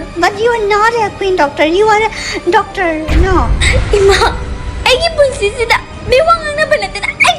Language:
Manipuri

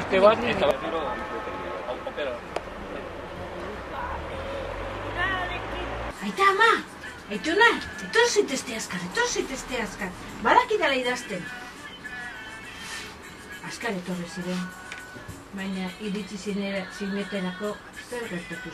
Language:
Basque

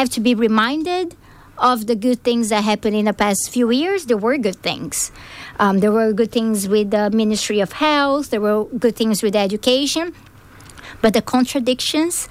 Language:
English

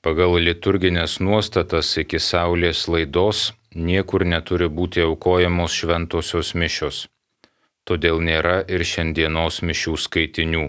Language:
Lithuanian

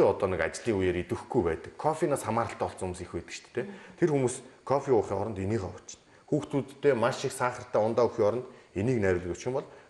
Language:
Mongolian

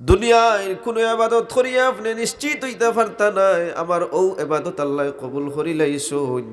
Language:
Sylheti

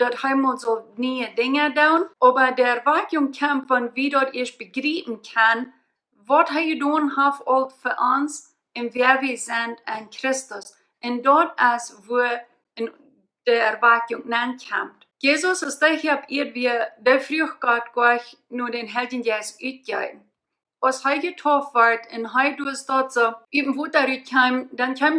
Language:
Plautdietsch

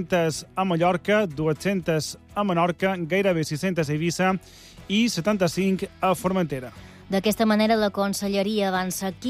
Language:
Catalan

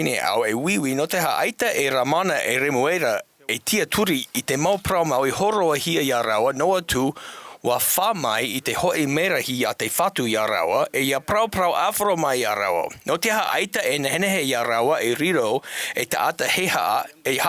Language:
Tahitian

